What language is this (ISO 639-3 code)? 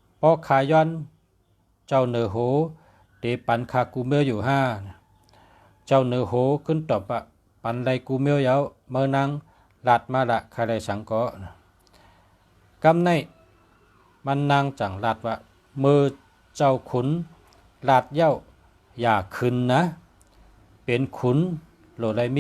shn